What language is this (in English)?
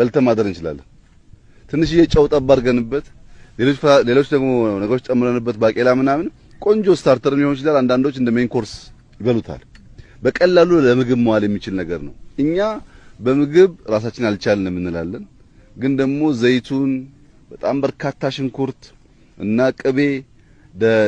Amharic